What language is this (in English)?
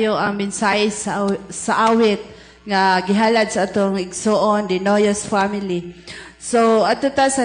Cebuano